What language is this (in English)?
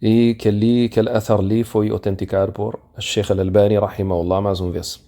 Kabuverdianu